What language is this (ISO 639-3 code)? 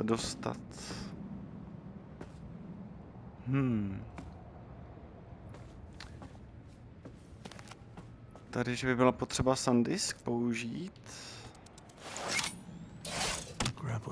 ces